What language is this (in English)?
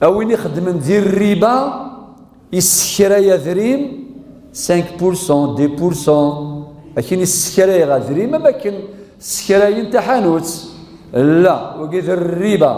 Kabyle